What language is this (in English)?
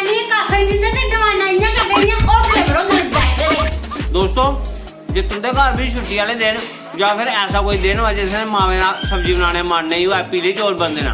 Dogri